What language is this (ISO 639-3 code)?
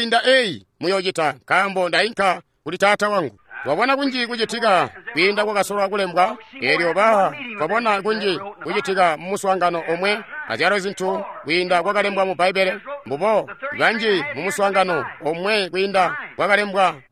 toi